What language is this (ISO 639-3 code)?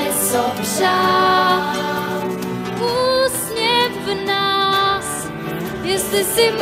ces